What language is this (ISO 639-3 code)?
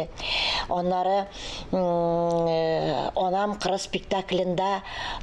tat